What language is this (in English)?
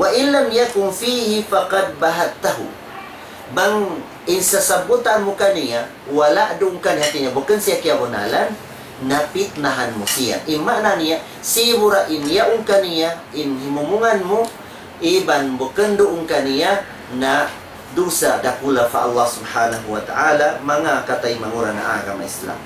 Tausug